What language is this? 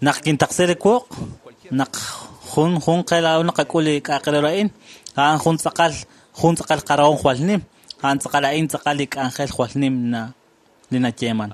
Kekchí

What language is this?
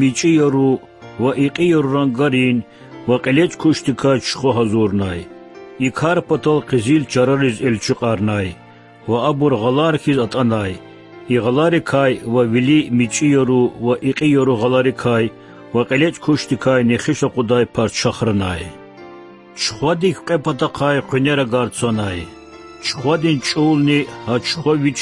Lezghian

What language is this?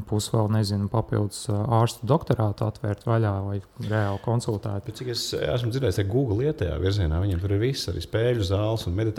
Latvian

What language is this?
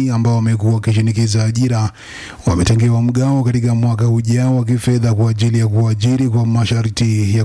Swahili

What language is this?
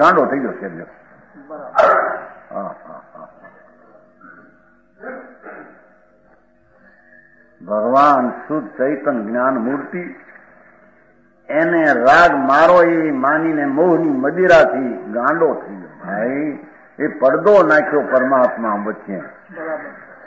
Gujarati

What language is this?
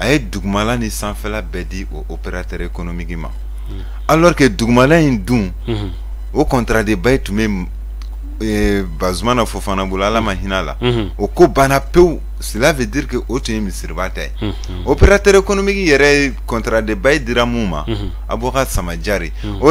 Bambara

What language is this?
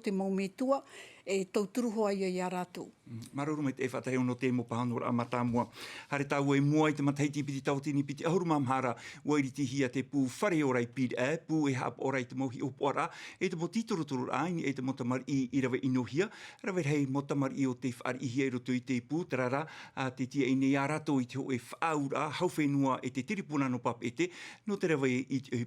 Tahitian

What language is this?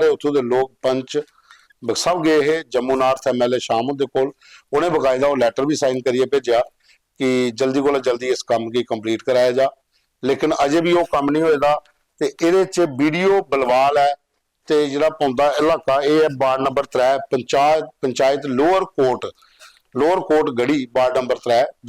Dogri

